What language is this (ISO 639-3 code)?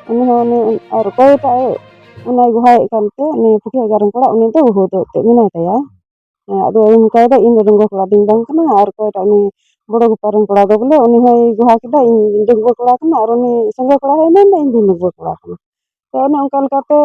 sat